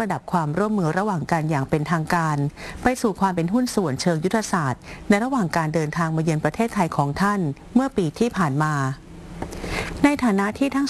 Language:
Thai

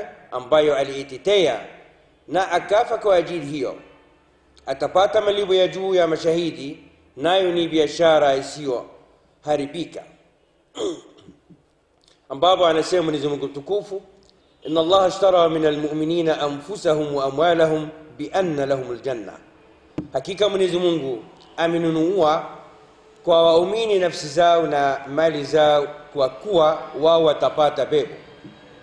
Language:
Swahili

